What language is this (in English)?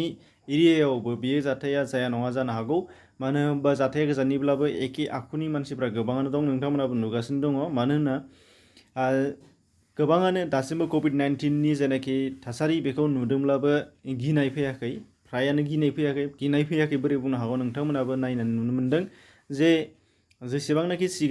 Bodo